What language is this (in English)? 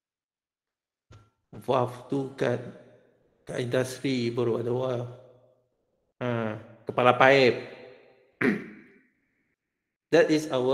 Malay